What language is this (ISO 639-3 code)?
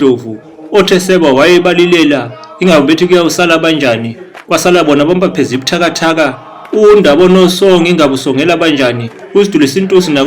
zul